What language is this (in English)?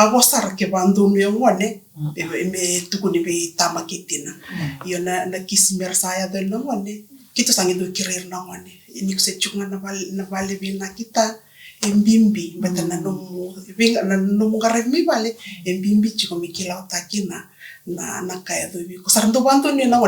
Fijian